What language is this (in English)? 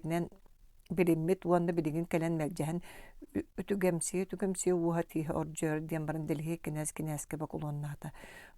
Yakut